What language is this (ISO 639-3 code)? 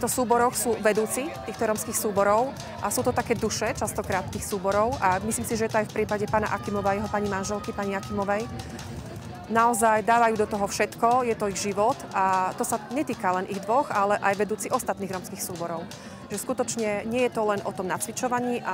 slk